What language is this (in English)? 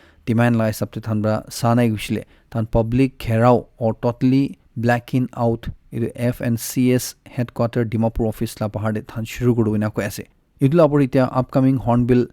Naga Pidgin